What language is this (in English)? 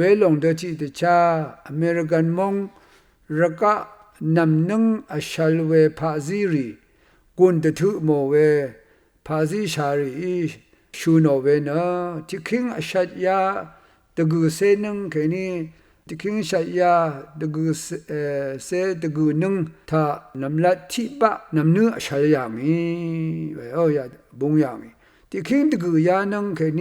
Rawang